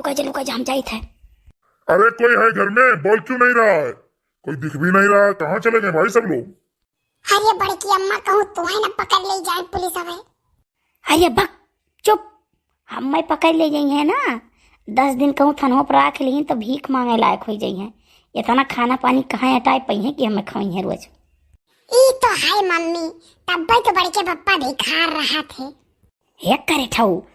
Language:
Awadhi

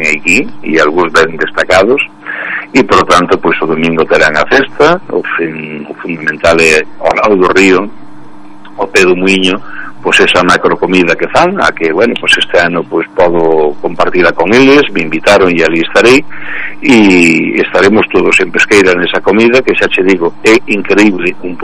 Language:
Galician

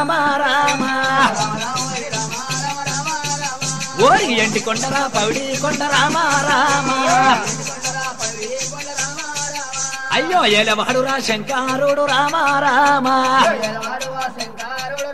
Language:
Telugu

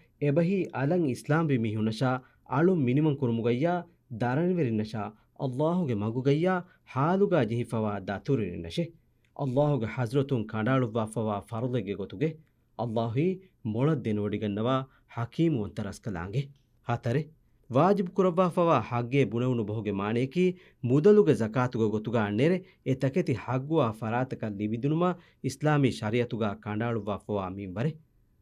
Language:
Divehi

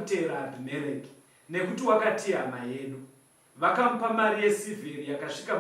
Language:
Shona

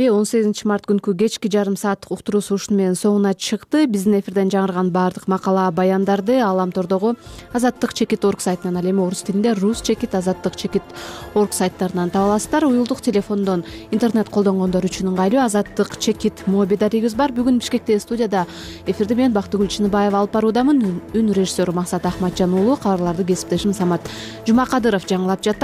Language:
Kyrgyz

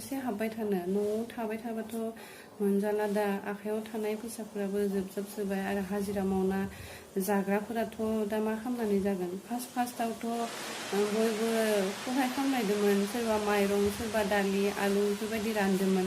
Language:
Bodo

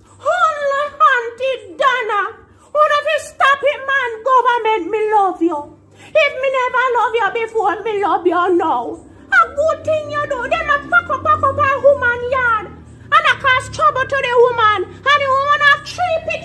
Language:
Jamaican Creole English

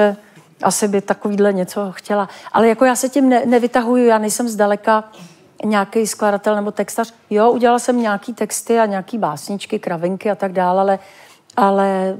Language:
Czech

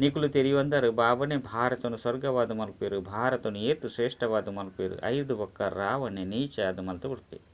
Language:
Tulu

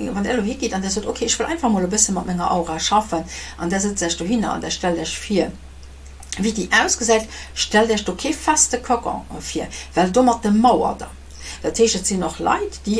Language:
Luxembourgish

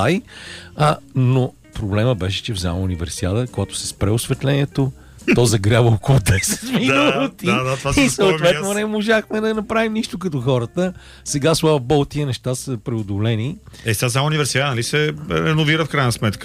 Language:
Bulgarian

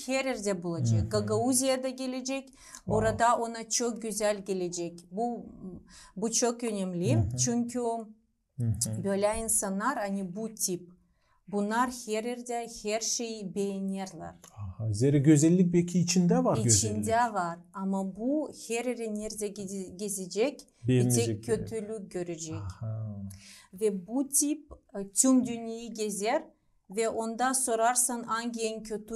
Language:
Gagauz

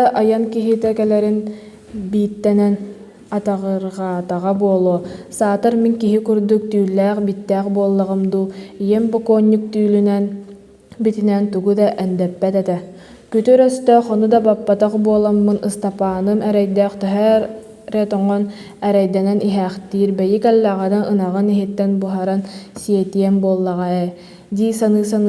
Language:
Yakut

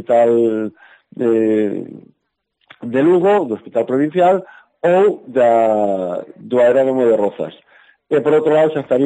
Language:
Galician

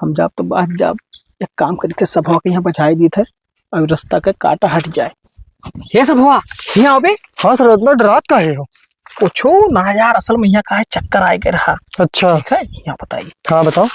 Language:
Awadhi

